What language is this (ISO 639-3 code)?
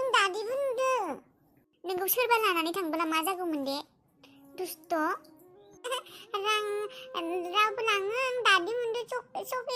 brx